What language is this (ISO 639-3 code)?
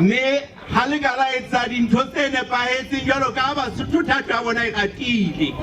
sot